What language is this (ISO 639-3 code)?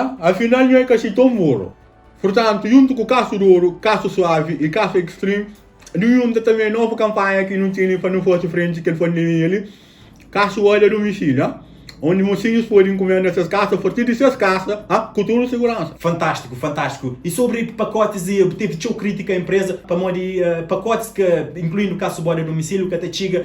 kea